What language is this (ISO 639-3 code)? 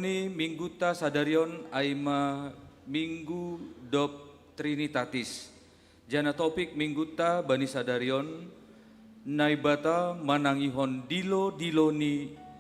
bts